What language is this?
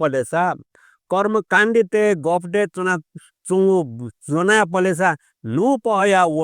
Newari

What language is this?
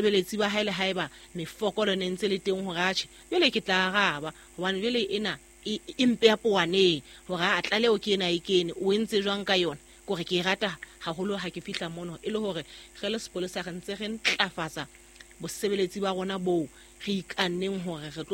Southern Sotho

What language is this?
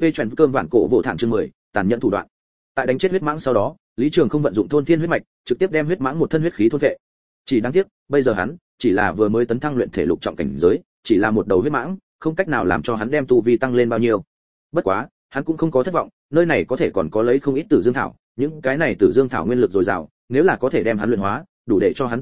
Vietnamese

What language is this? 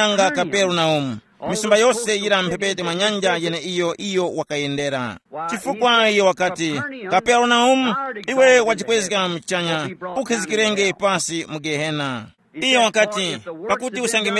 Tumbuka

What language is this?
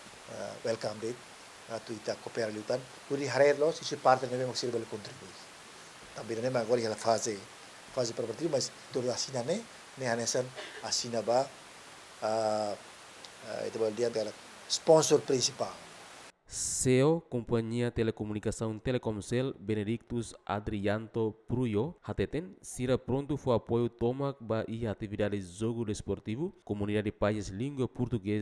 Tetum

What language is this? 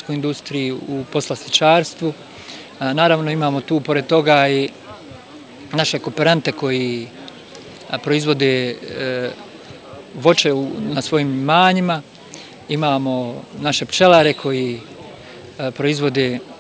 Bosnian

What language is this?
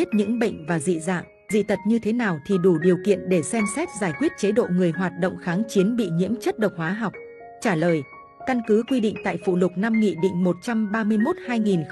Vietnamese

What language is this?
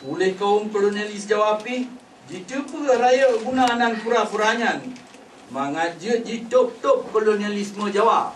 Achinese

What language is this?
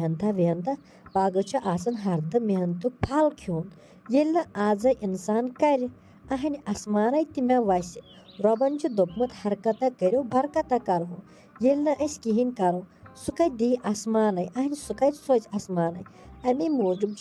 Kashmiri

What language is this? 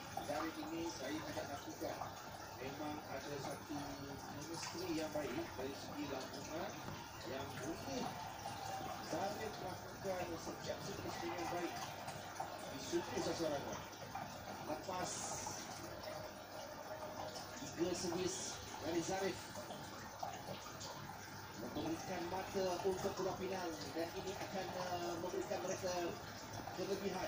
Malay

